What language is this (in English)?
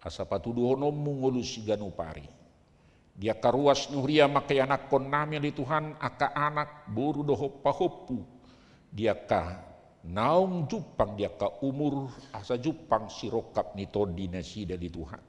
Batak Toba